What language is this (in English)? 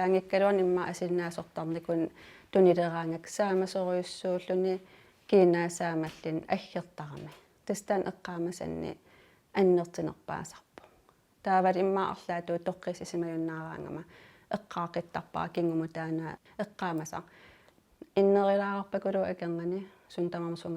Kalaallisut